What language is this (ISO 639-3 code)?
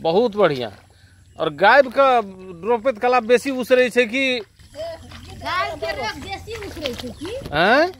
mai